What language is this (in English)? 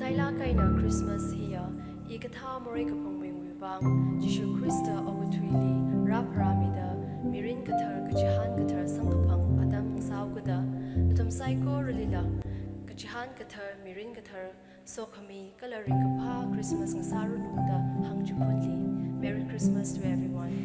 Tangkhul Naga (India)